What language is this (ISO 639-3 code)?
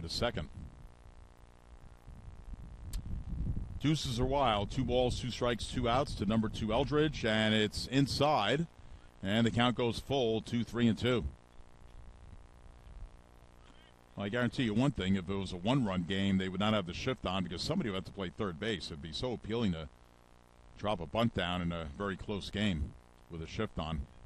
eng